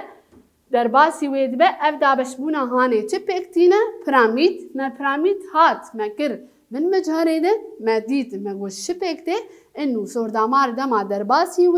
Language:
Kurdish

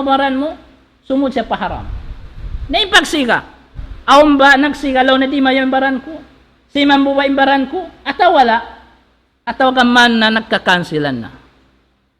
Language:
Tausug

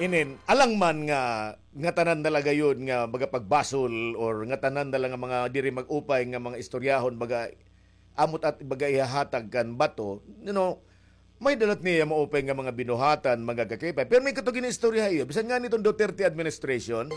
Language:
Waray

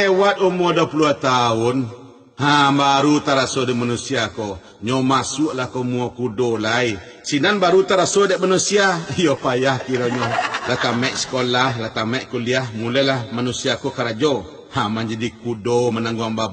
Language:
Minangkabau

